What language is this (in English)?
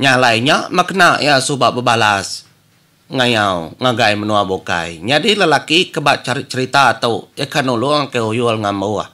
Iban